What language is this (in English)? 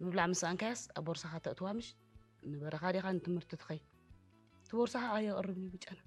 Tigrinya